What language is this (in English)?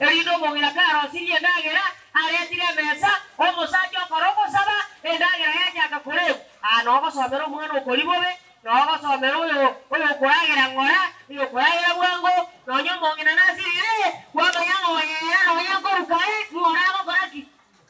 Gusii